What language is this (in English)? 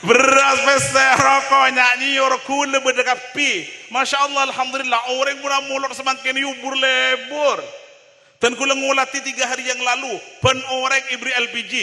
Madurese